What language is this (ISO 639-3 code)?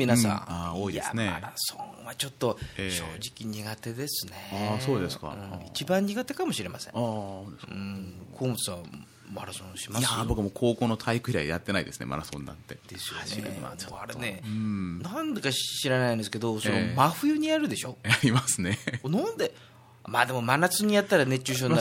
jpn